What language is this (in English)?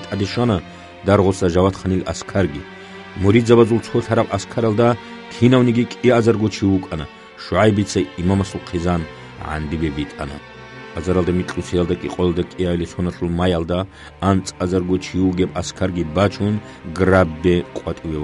Avaric